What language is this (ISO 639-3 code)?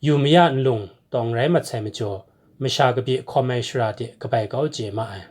kac